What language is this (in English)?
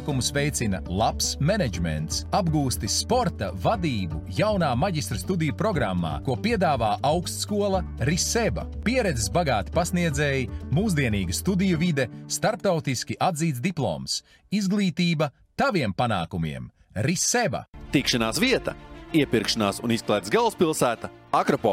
Latvian